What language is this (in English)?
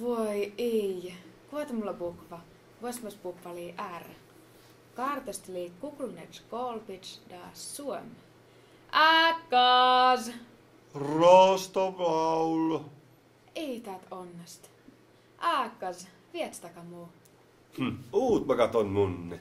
Skolt Sami